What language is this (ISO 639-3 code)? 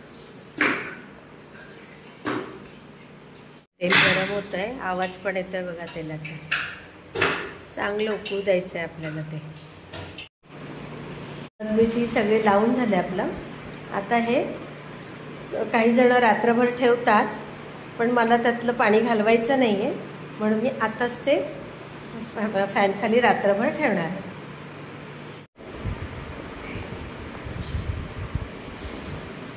mar